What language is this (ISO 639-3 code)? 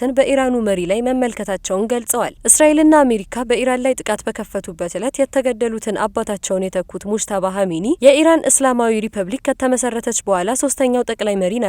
amh